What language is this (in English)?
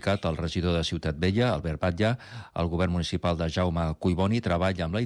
Catalan